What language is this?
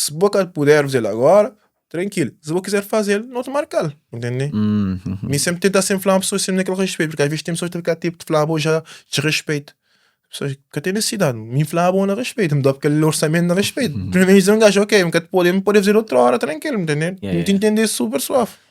Kabuverdianu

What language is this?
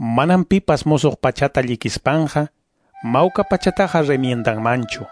Quechua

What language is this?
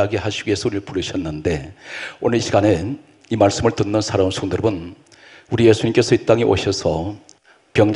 Korean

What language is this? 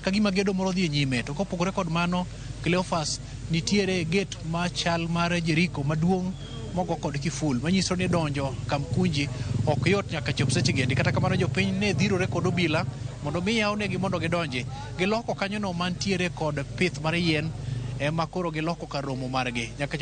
Luo (Kenya and Tanzania)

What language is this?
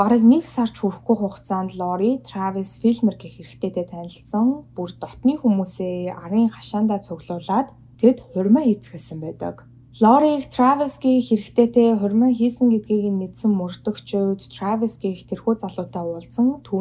Mongolian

